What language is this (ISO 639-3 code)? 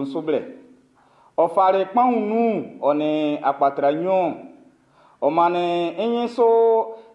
bci